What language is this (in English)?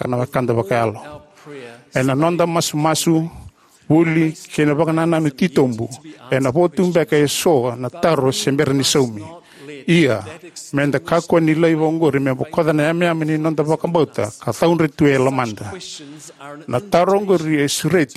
Fijian